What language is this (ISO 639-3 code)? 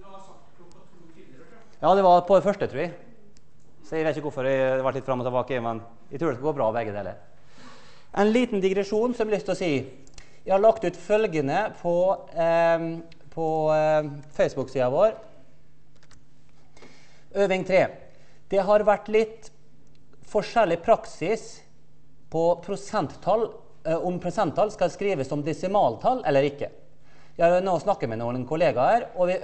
nor